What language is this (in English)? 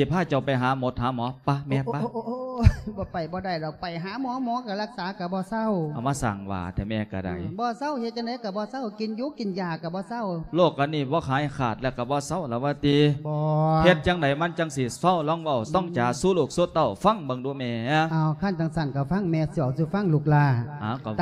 Lao